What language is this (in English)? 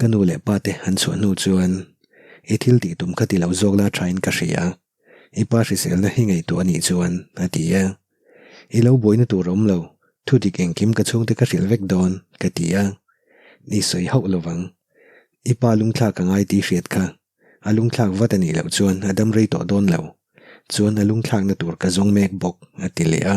Mizo